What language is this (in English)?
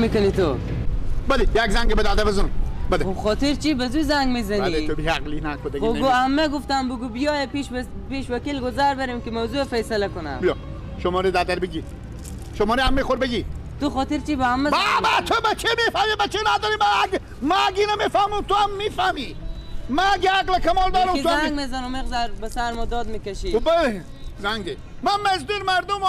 Persian